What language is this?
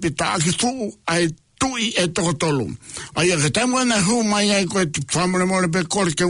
Tongan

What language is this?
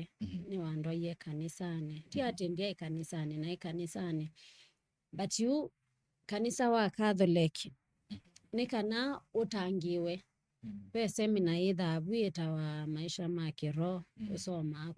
Kamba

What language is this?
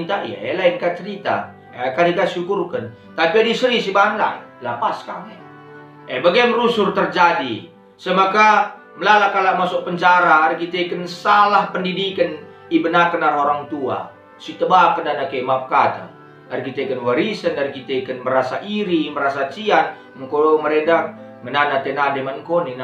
Batak Karo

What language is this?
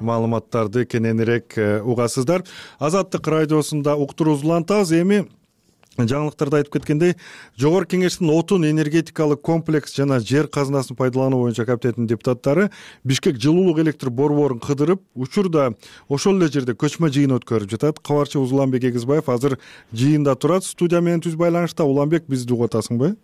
Kyrgyz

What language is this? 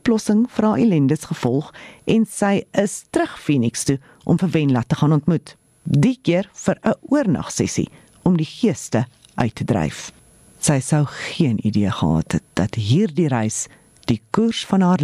Afrikaans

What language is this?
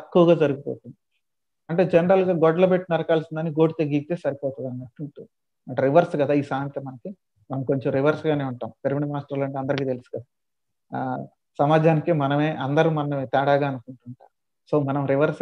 Telugu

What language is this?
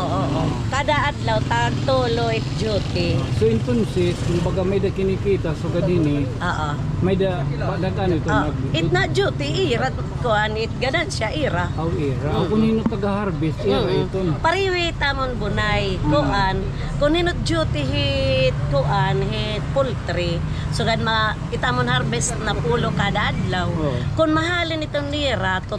Waray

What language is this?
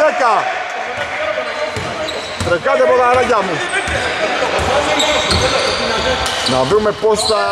Greek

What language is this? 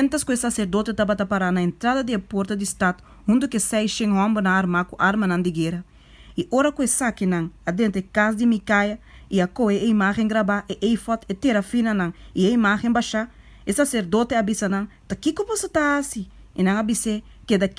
Papiamento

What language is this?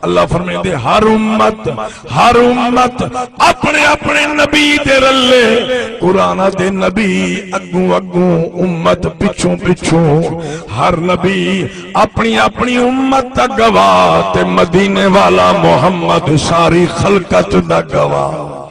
Saraiki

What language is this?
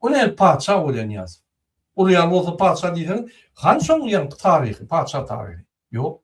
Turkmen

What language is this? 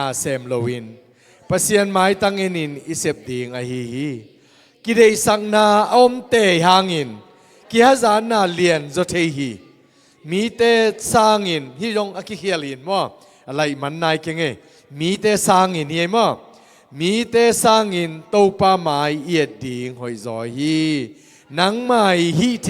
Tedim Chin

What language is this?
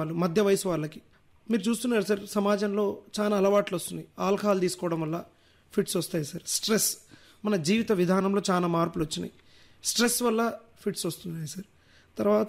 Telugu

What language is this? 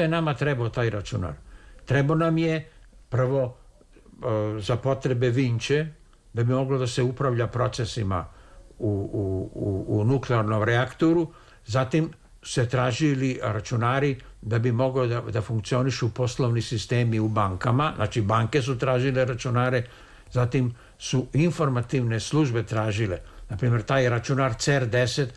Serbian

